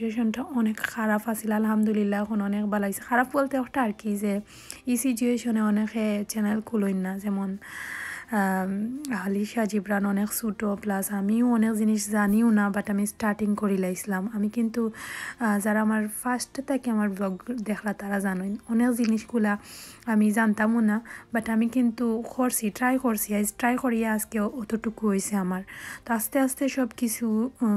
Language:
Sylheti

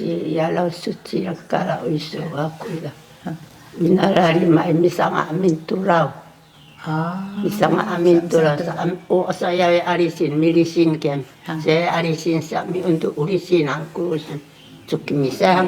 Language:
Sakizaya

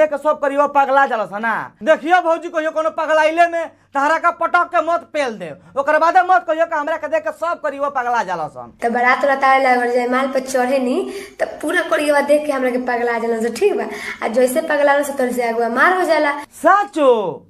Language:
Bhojpuri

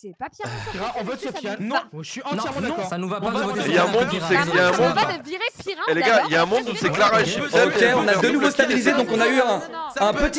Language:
French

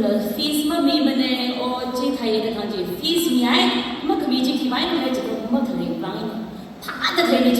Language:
Tangkhul Naga (India)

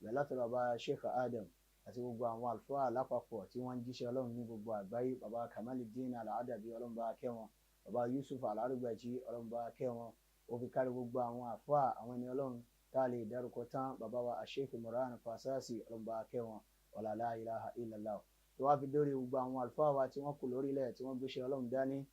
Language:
Yoruba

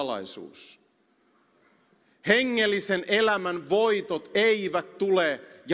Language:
Finnish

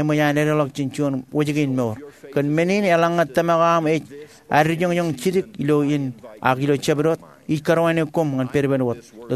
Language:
Marshallese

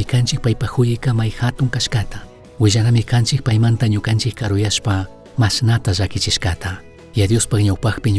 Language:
Chimborazo Highland Quichua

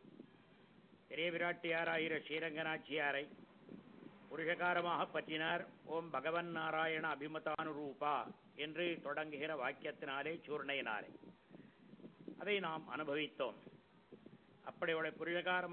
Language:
Tamil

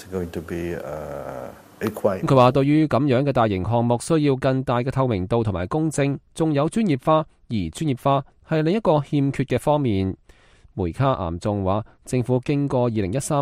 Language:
Cantonese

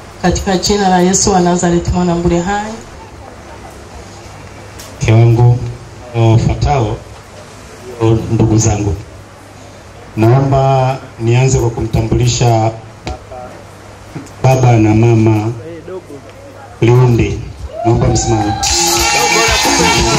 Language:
Swahili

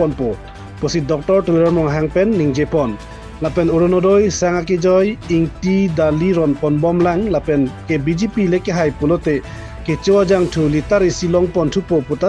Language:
Karbi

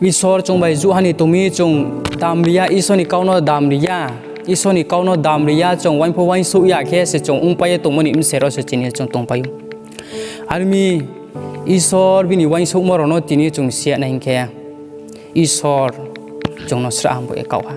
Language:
Riang (India)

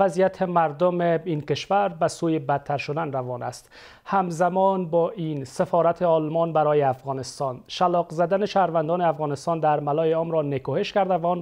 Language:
Persian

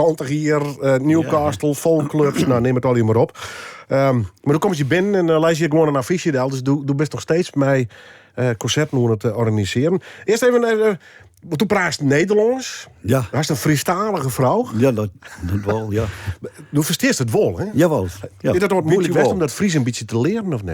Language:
Western Frisian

